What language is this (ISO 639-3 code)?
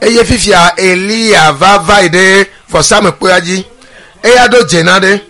ewe